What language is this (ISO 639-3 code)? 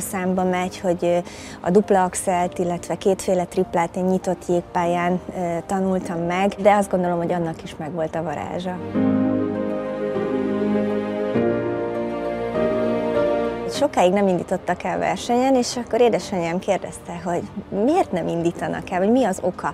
hun